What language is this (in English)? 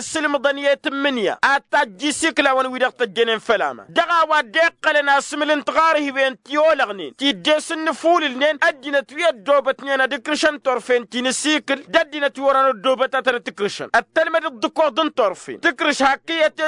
Tamasheq